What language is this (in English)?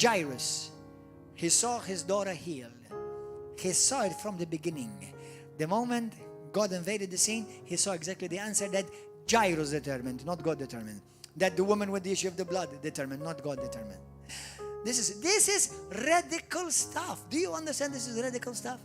English